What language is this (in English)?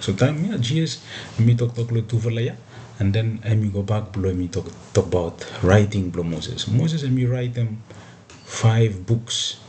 Bislama